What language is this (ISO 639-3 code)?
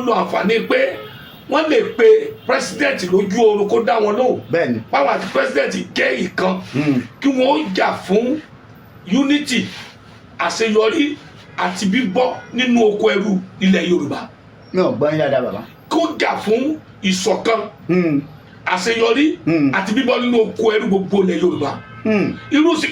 yor